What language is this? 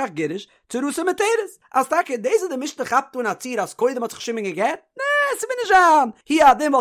Yiddish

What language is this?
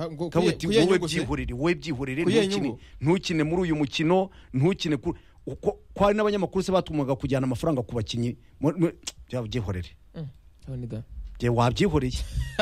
Kinyarwanda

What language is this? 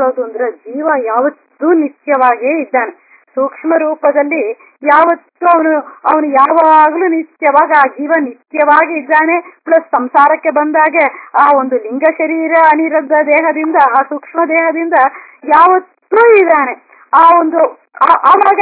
Kannada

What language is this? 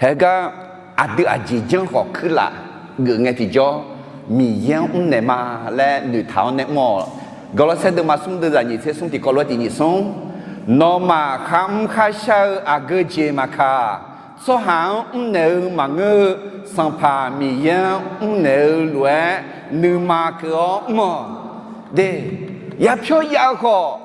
Akha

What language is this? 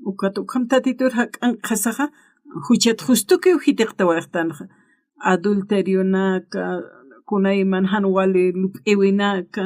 Aymara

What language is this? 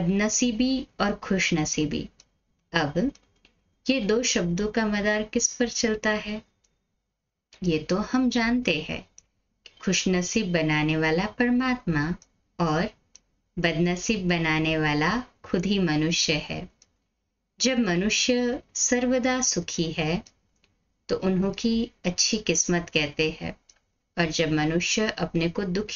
Hindi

